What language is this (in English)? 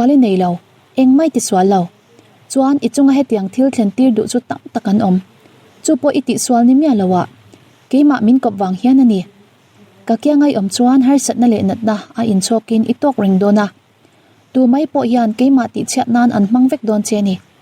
Mizo